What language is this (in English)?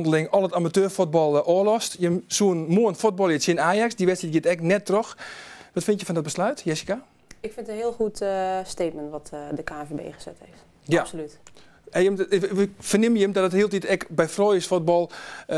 Western Frisian